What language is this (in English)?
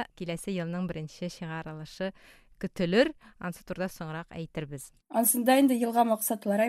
Tatar